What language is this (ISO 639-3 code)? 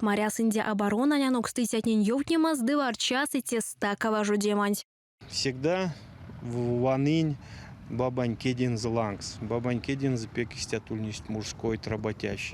myv